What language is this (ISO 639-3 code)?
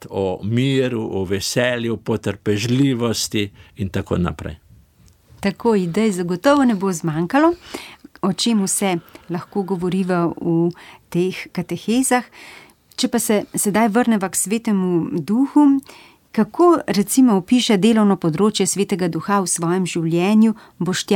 slv